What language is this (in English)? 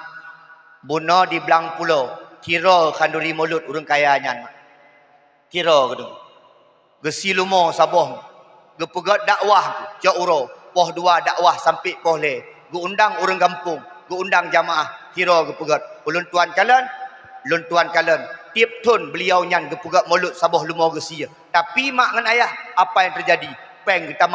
Achinese